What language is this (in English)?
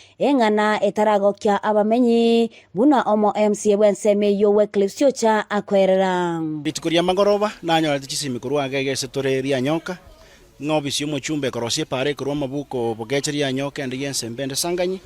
Gusii